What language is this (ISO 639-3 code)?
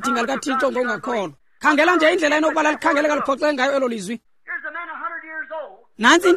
xho